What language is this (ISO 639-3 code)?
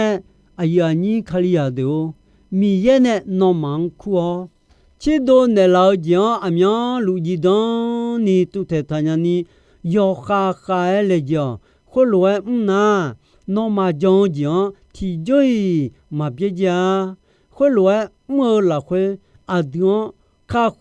ahk